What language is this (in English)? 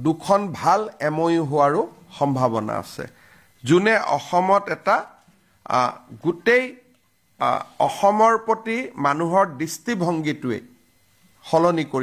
Assamese